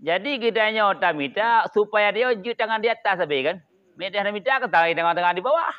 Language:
Achinese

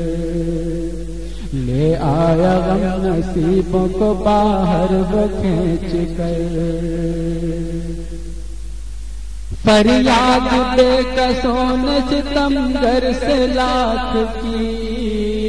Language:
Urdu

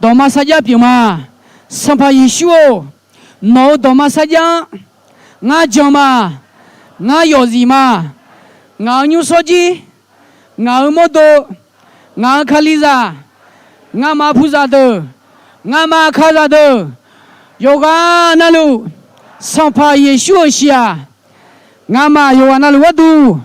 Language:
Akha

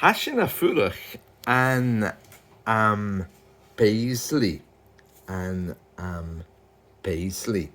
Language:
Scottish Gaelic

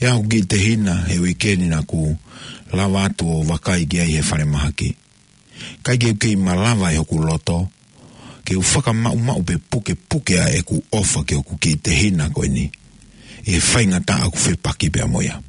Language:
Tongan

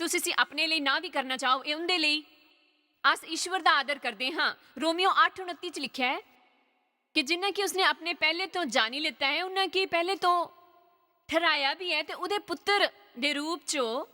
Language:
Dogri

